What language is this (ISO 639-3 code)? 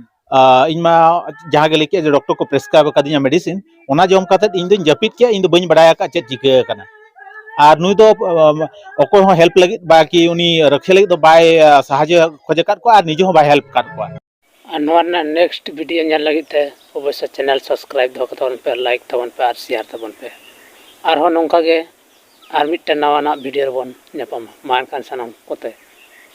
sat